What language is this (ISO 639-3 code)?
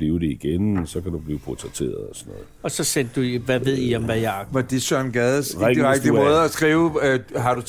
dan